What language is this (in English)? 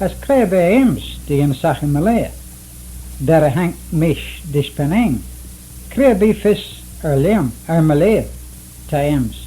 Manx